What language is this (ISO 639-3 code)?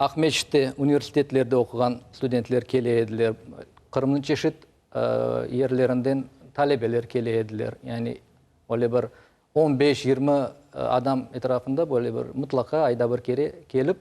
crh